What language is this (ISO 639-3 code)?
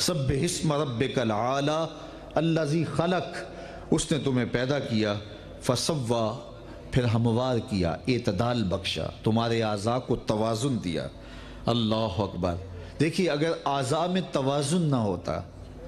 urd